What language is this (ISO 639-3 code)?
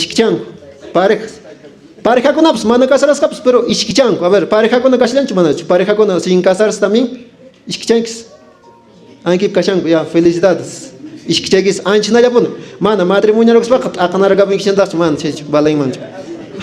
que